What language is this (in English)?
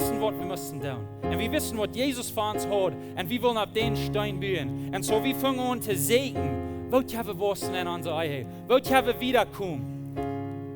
Plautdietsch